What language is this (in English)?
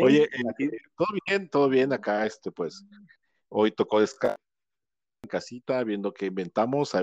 Spanish